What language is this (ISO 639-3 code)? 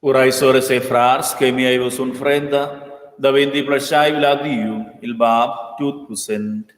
roh